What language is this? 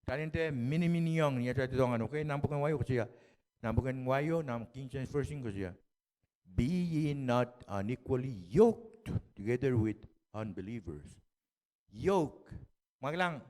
Pohnpeian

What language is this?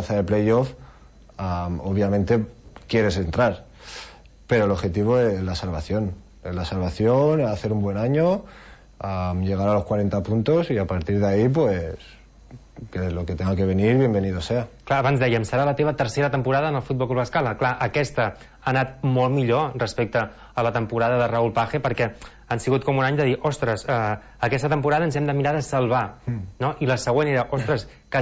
Catalan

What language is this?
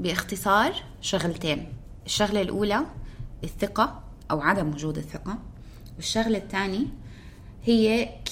North Levantine Arabic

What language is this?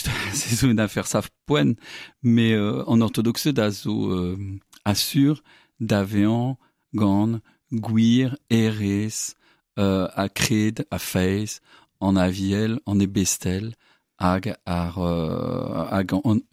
Breton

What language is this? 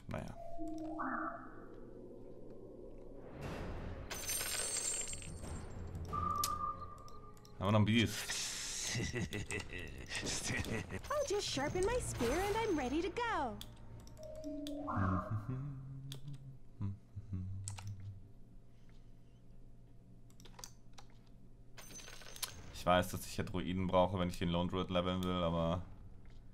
German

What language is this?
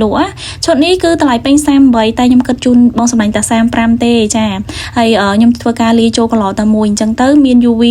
Khmer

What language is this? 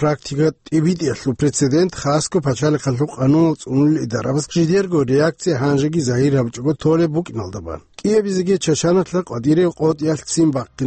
Avaric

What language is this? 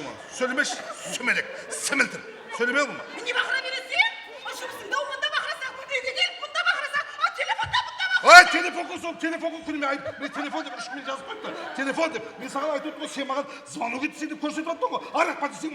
Kara-Kalpak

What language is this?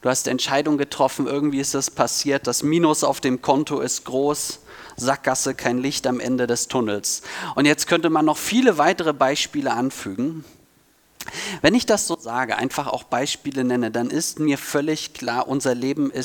German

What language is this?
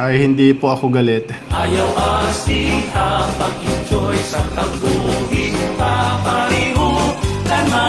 Waray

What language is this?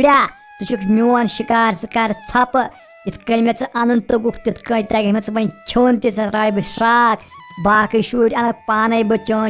Kashmiri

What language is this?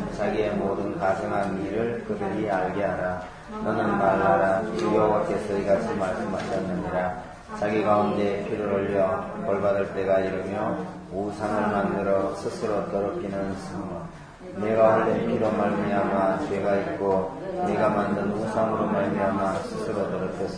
Korean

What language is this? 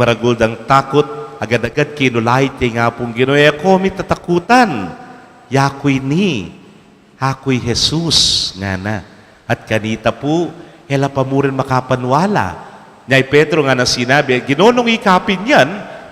Pampanga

